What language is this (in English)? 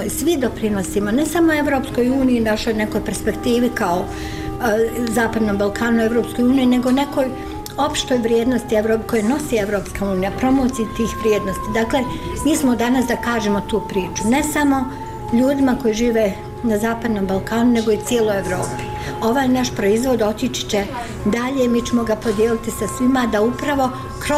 Bosnian